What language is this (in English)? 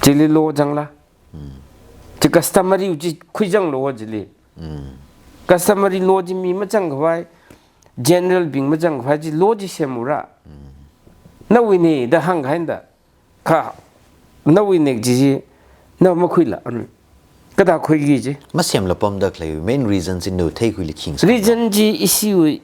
Tangkhul Naga (India)